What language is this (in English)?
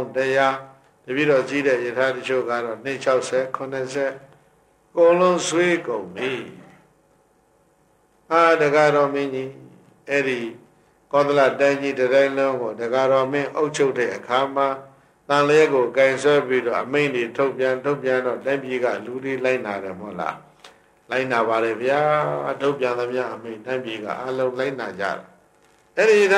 Burmese